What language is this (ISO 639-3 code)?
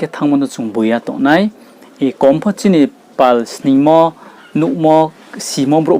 ria